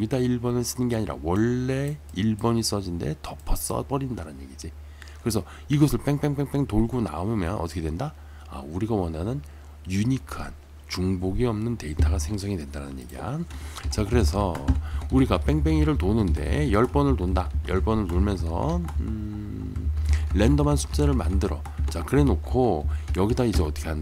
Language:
Korean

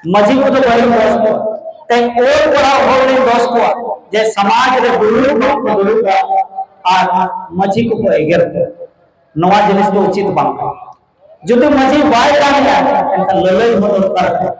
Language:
Santali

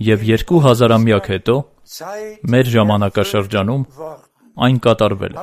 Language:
Armenian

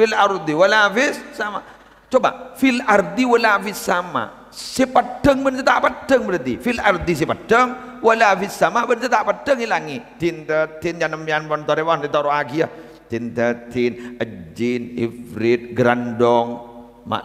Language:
Madurese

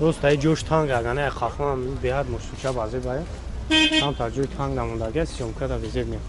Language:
Tajik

